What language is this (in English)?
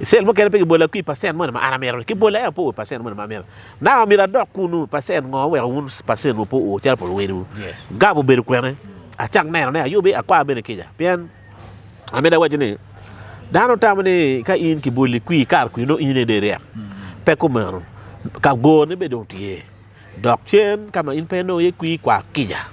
Acoli